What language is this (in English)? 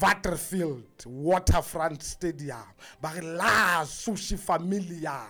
Southern Sotho